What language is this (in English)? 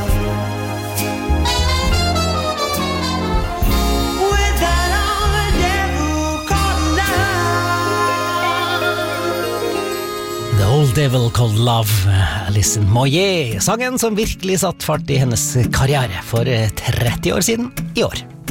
Norwegian